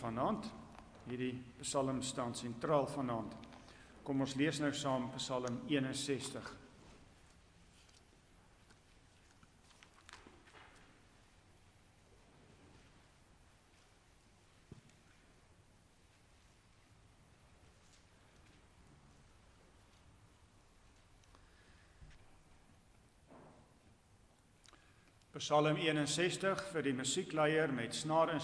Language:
Afrikaans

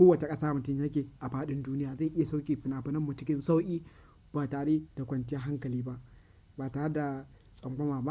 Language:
Hausa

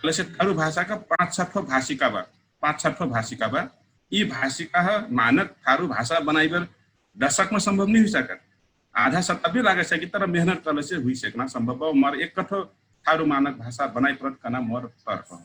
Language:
Dangaura Tharu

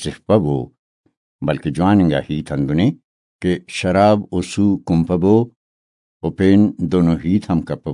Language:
Brahui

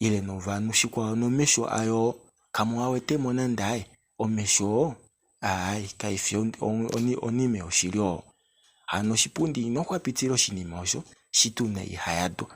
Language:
Kuanyama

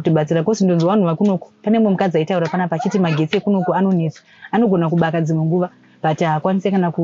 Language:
Shona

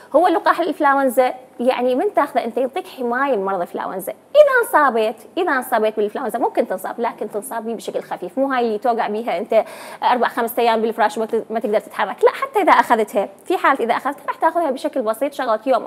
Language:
Mesopotamian Arabic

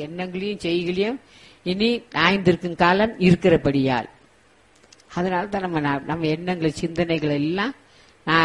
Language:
Tamil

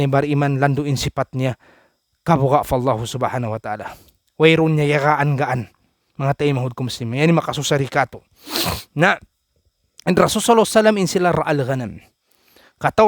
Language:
Tausug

